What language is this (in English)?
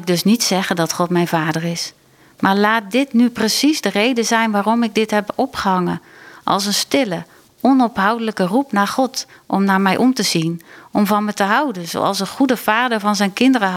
Dutch